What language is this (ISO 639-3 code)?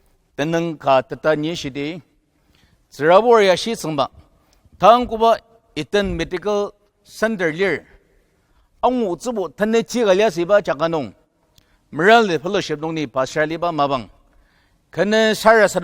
njo